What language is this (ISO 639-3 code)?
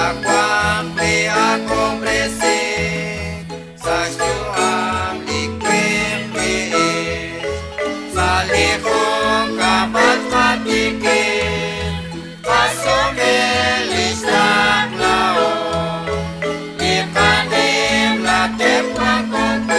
kek